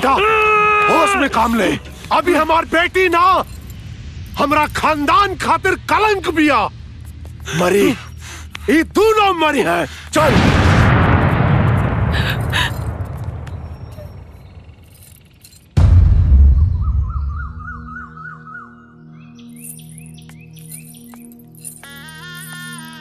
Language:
Bhojpuri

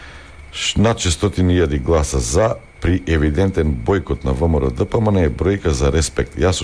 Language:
Macedonian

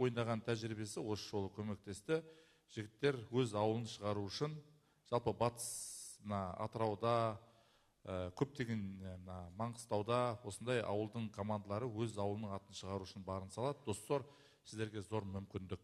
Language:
Kazakh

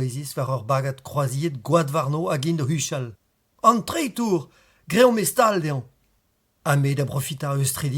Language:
Breton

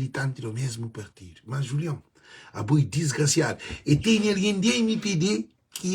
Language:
Kabuverdianu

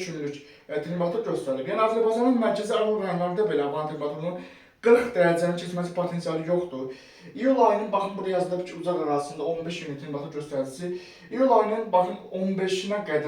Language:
Azerbaijani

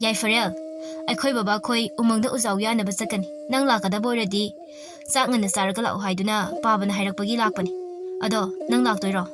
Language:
Manipuri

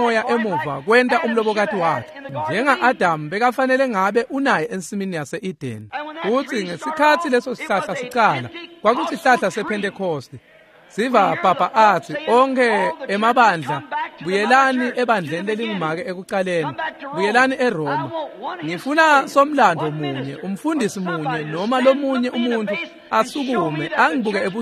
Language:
Swati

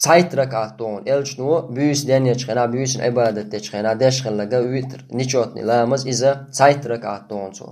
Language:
Chechen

